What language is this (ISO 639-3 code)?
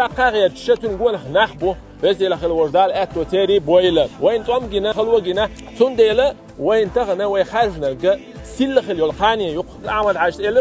che